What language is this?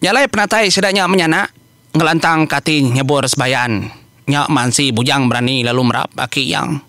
Iban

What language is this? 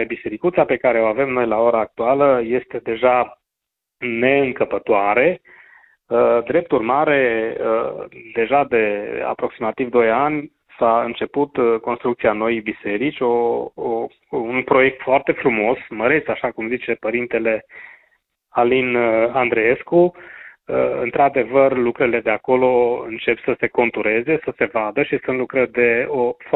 Romanian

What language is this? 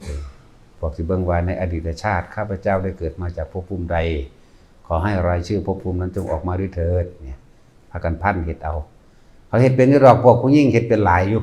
Northeastern Thai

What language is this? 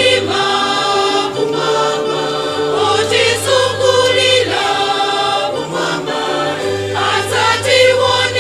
Nyanja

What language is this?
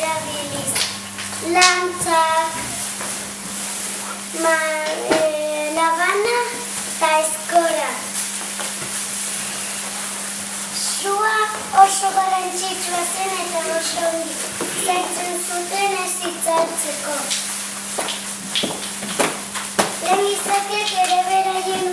Basque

